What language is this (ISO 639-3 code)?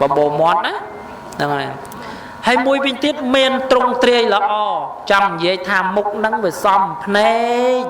khm